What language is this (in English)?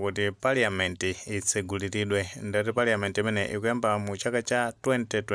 Nyanja